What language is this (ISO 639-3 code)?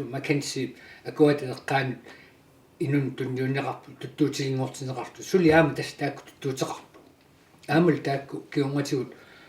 kal